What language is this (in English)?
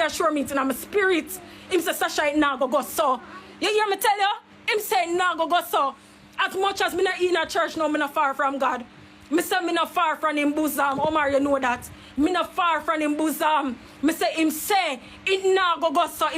Jamaican Creole English